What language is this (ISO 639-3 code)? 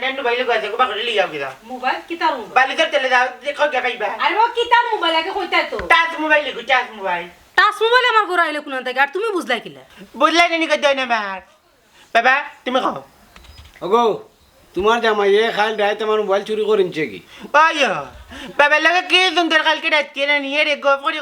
syl